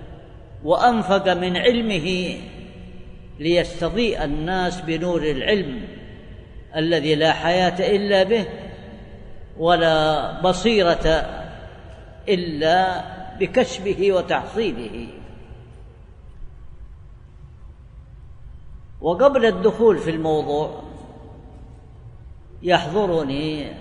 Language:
Arabic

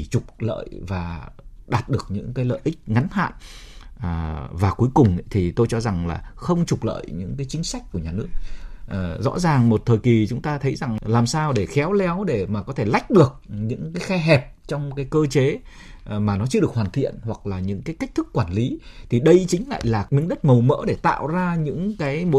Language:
Vietnamese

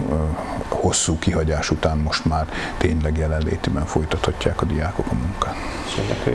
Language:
Hungarian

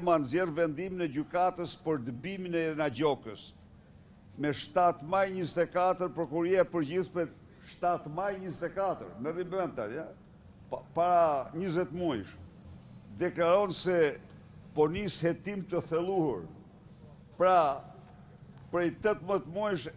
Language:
Albanian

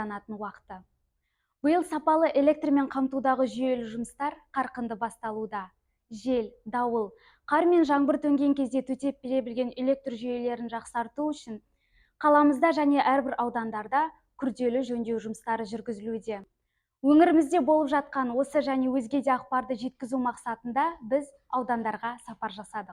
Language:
Kazakh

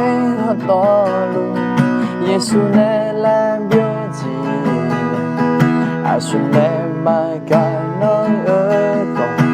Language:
Akha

